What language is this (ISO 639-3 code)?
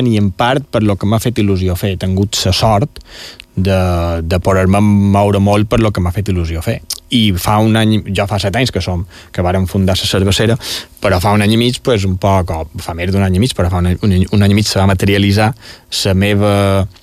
cat